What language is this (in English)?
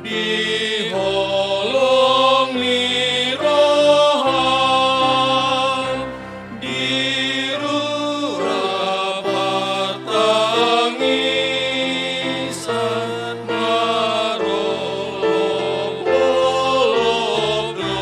Batak Toba